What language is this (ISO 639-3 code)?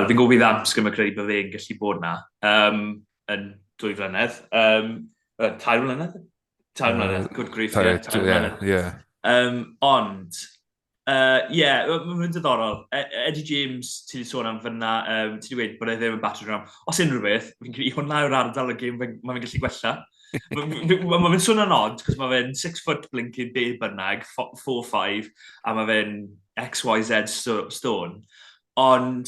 cym